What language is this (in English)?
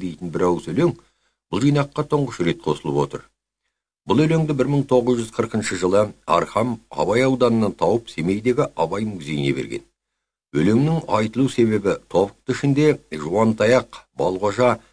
Kazakh